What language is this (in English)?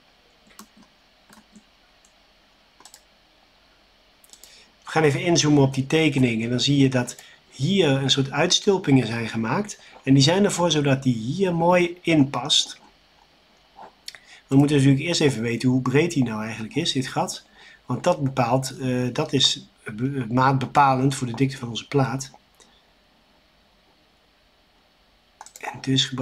Dutch